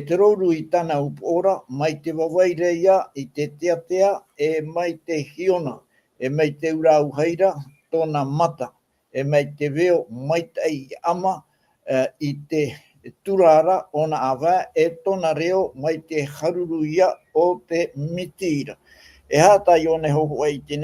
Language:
Tahitian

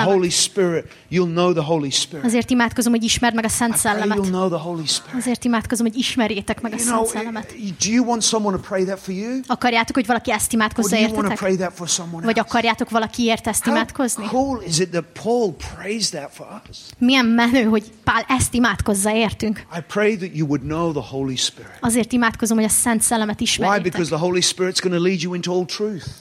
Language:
Hungarian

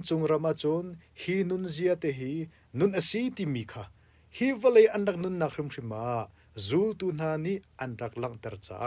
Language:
Hakha Chin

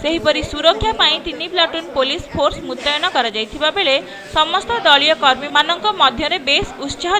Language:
Odia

